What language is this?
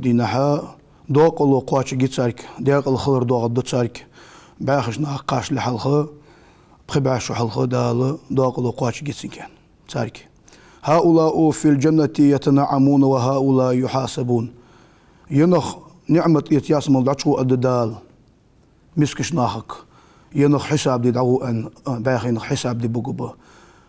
Ingush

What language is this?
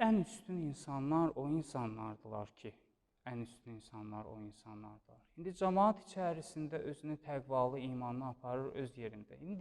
Azerbaijani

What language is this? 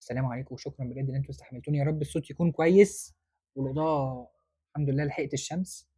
Egyptian Arabic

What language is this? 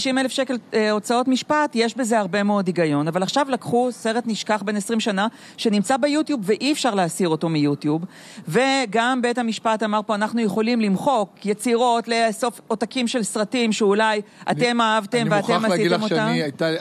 Hebrew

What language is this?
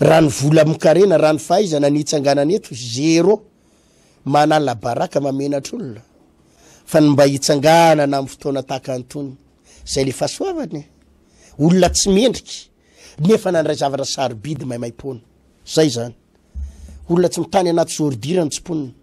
Malagasy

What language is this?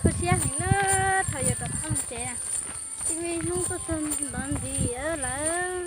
Hmong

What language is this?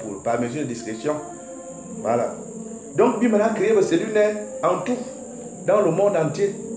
Fang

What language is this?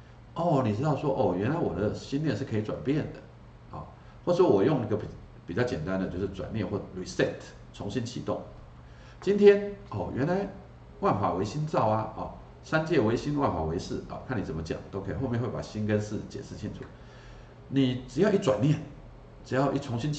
Chinese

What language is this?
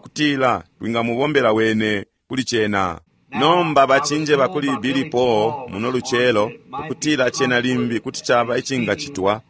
Bemba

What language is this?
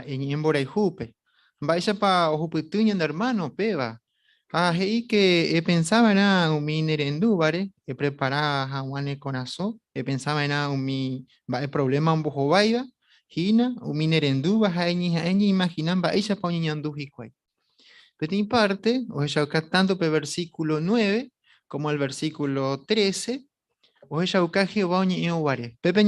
Guarani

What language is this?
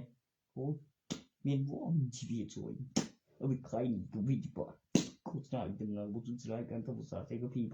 Northeastern Thai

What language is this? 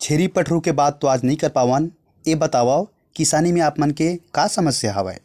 Chhattisgarhi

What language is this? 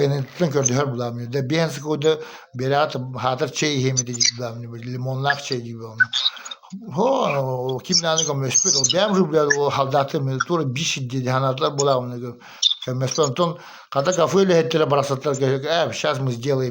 Yakut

